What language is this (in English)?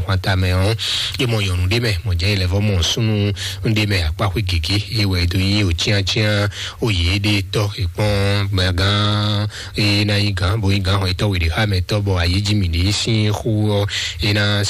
Fon